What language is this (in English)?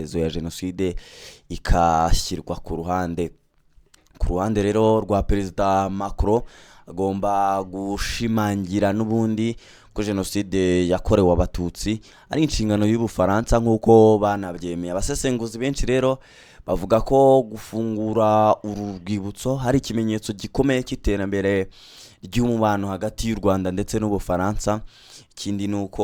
Kinyarwanda